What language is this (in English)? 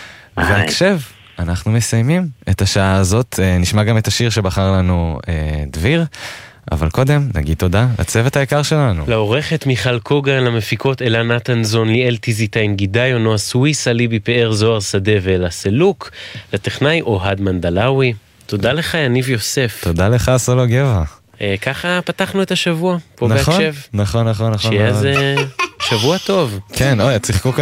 Hebrew